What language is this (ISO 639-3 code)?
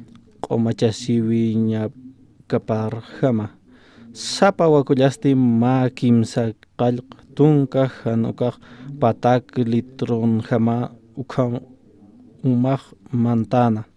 aym